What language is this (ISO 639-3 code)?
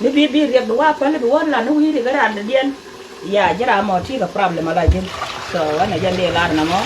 nus